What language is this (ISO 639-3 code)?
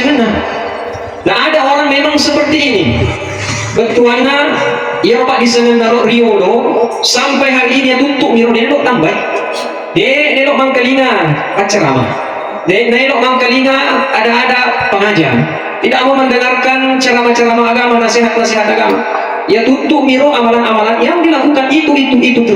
bug